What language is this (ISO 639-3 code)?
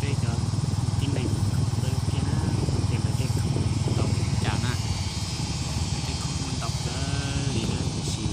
hmn